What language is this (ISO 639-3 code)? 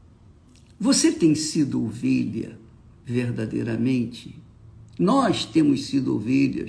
por